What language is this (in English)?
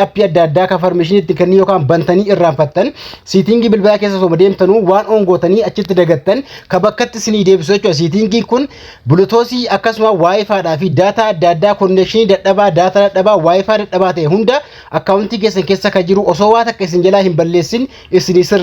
Oromo